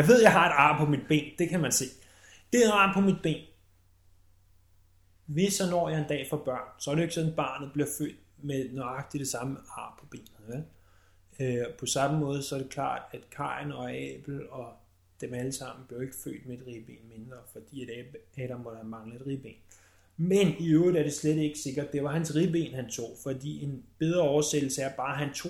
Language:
Danish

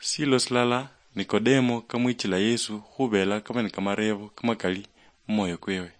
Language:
Luyia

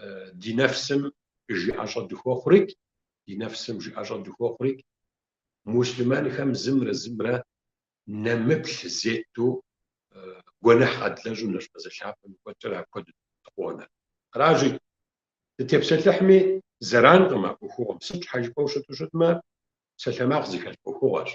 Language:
Kabardian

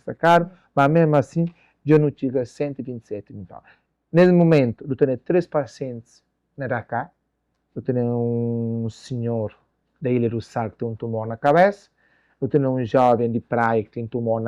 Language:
Kabuverdianu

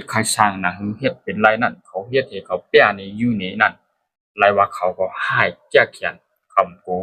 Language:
Shan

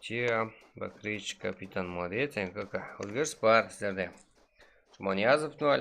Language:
Kara-Kalpak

